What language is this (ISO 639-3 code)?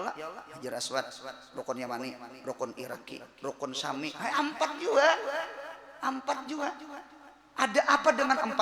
bjn